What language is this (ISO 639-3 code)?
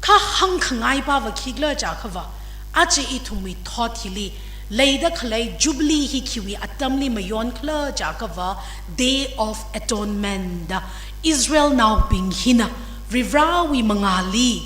nmf